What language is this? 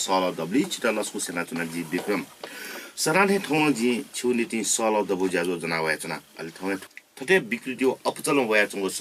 Newari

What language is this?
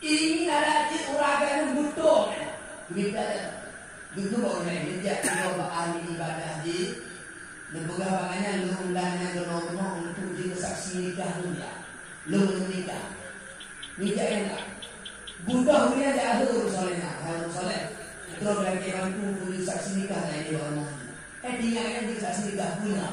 Achinese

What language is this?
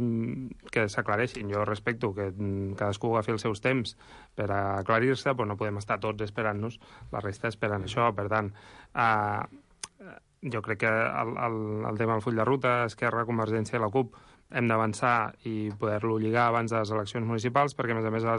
Catalan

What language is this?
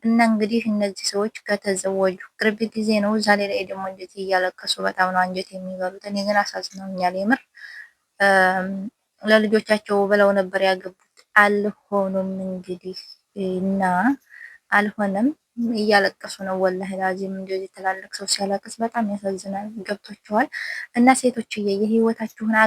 Amharic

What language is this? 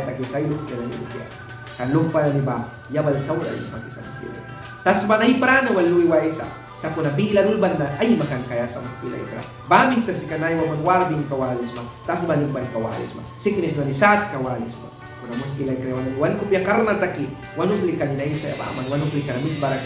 Mískito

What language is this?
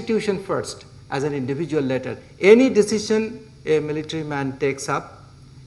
English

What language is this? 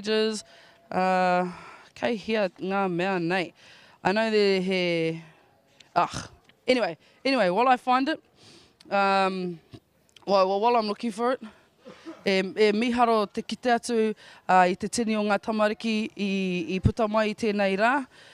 Māori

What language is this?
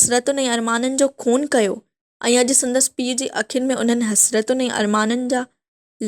Sindhi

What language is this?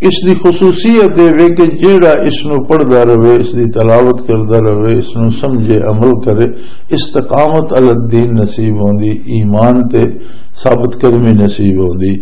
Western Panjabi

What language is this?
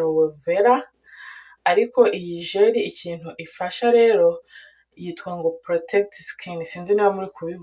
Kinyarwanda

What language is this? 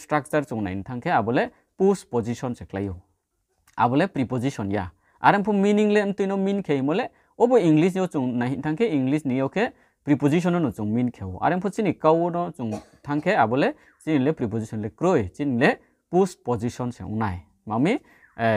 Riang (India)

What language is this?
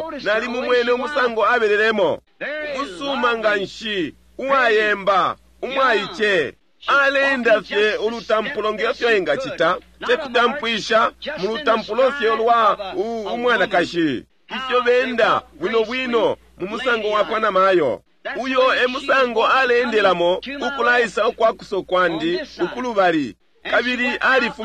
Bemba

